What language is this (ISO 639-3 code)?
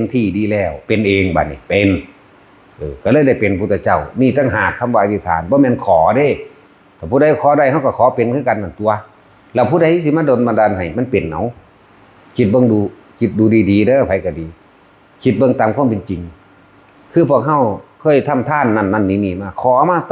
lao